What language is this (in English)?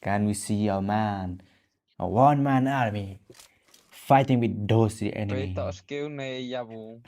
Khasi